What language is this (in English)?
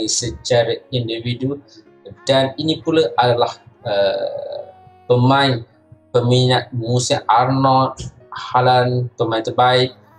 Malay